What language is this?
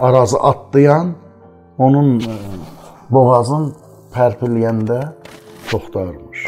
South Azerbaijani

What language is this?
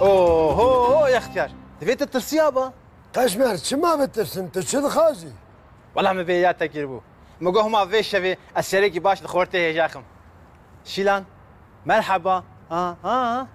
Kurdish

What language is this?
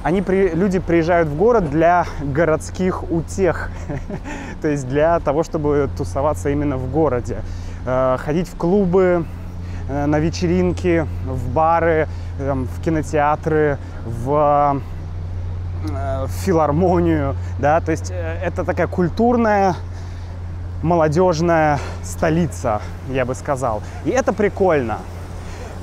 Russian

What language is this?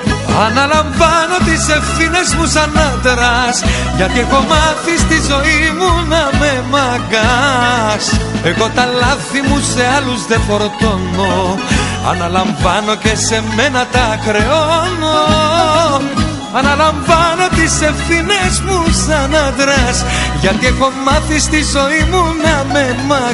Greek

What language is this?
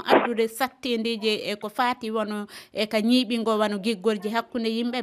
Fula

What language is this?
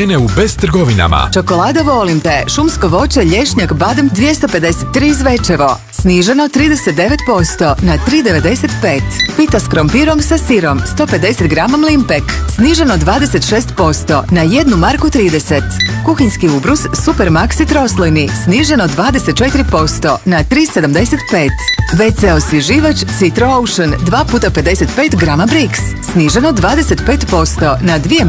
Bosnian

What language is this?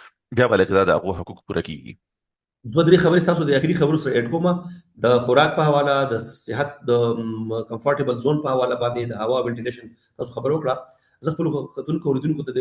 Pashto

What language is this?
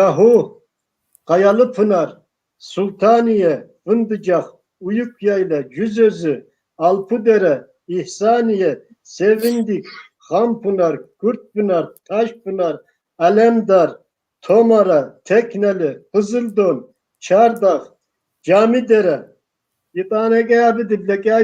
Kabardian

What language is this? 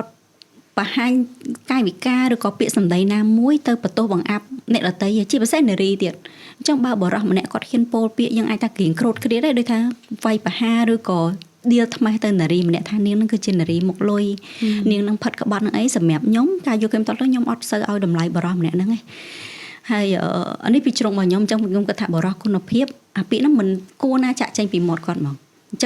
Khmer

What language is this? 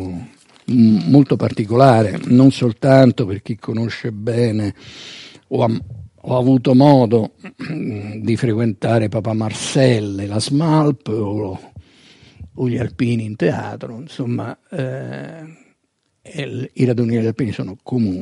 Italian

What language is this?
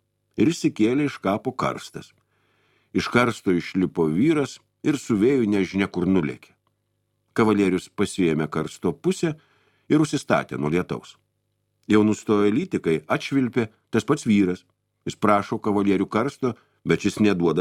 Lithuanian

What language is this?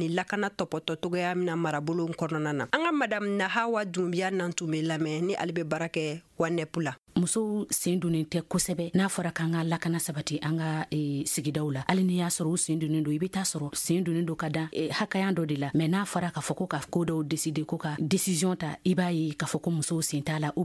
Bambara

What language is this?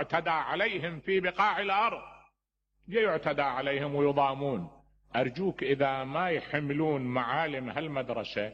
Mesopotamian Arabic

